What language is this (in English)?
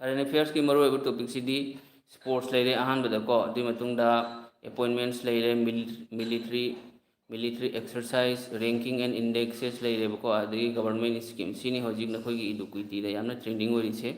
Manipuri